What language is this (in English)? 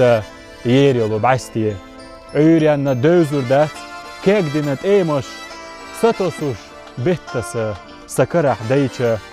Chechen